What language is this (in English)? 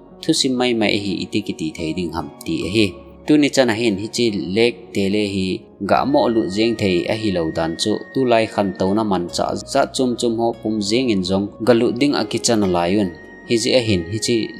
Thado Chin